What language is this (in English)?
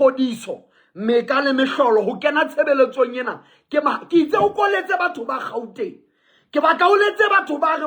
Southern Sotho